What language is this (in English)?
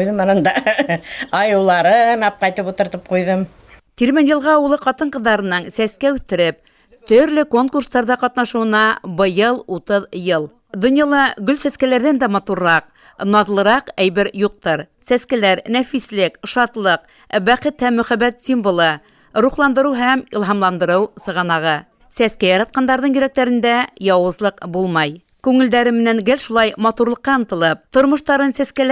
Bashkir